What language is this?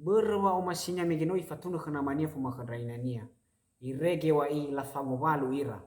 Nias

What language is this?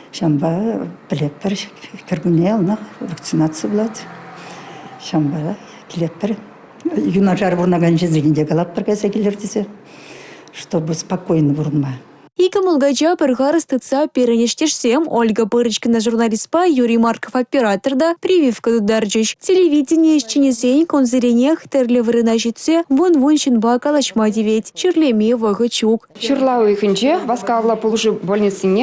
Chuvash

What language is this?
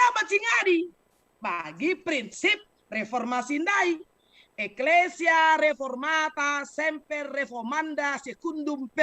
Batak Karo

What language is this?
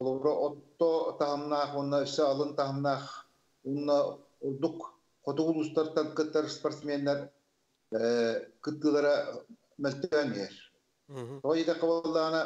Yakut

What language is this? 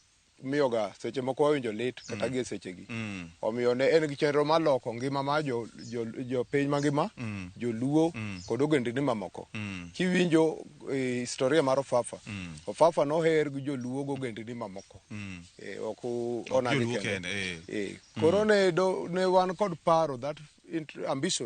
Luo (Kenya and Tanzania)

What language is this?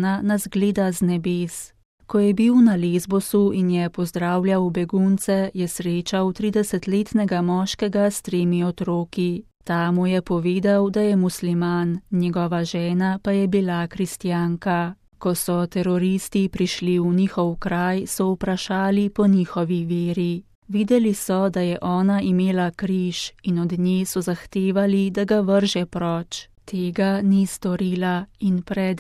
Slovenian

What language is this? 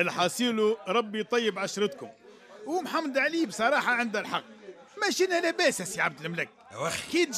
Tunisian Arabic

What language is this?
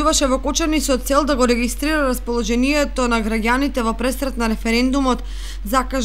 Macedonian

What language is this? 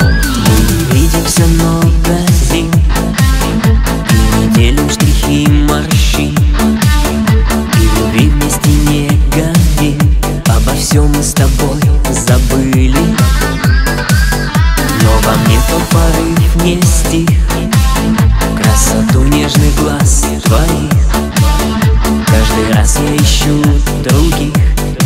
Russian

